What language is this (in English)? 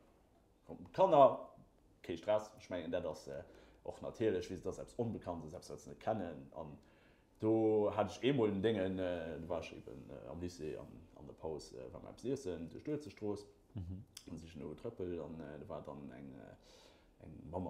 Luxembourgish